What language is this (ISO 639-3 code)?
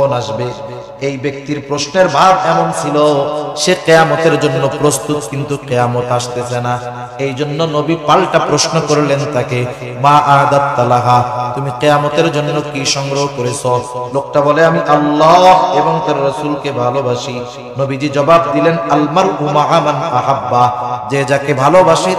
ben